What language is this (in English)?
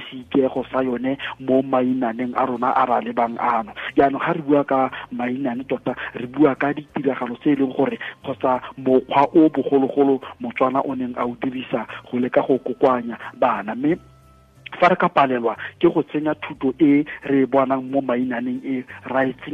Tswana